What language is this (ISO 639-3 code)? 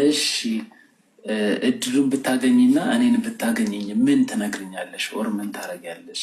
amh